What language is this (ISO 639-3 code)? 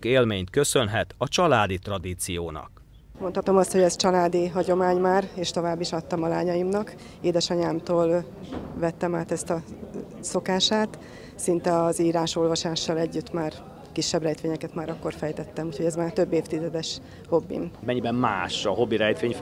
hun